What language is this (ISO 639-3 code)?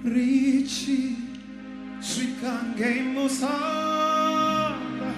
ven